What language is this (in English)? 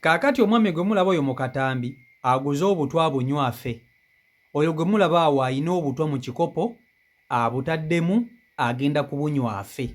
Ganda